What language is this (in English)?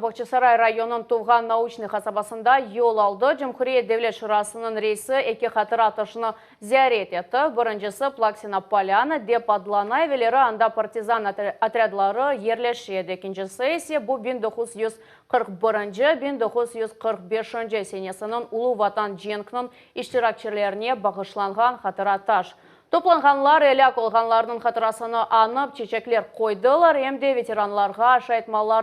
Crimean Tatar